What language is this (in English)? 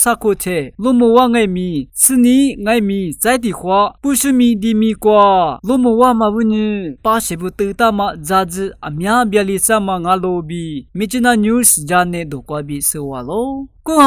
Lisu